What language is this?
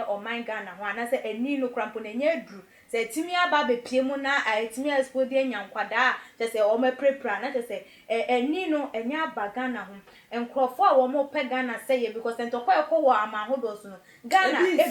Akan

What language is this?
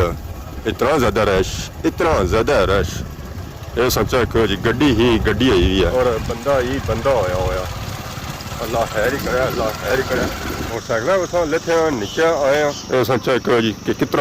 Pahari-Potwari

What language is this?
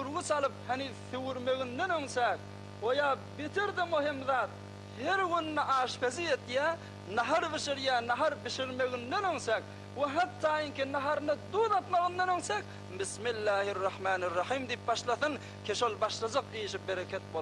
Turkmen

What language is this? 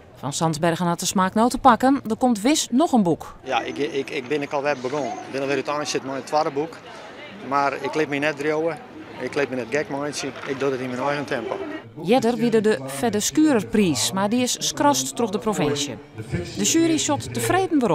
Western Frisian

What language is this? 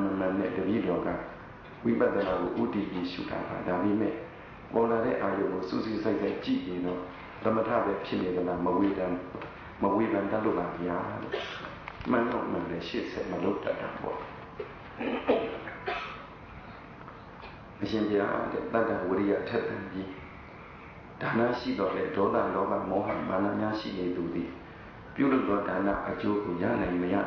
Burmese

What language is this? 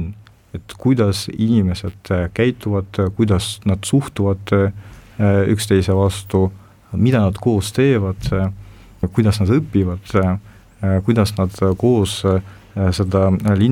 Estonian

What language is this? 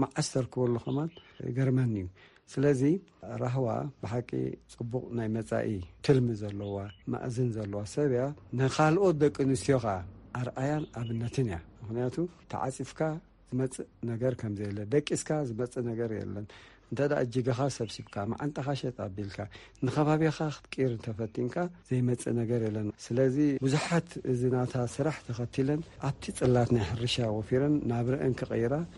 Tigrinya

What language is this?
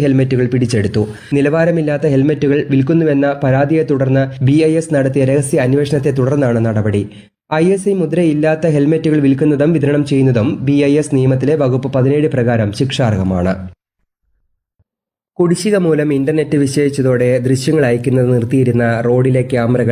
Malayalam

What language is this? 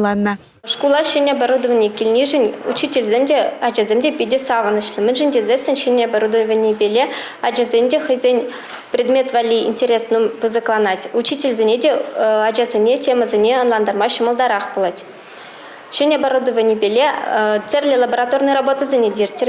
Chuvash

